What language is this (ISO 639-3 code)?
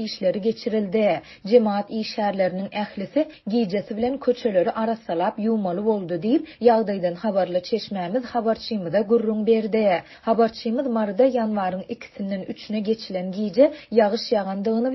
tuk